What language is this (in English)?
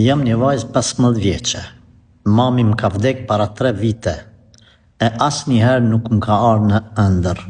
Albanian